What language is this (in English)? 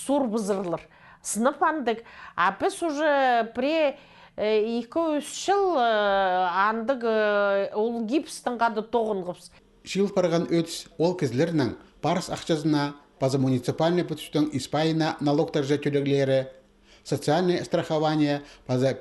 Khakas